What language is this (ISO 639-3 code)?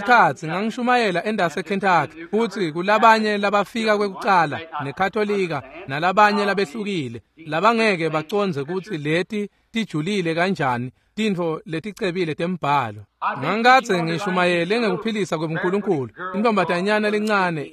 ssw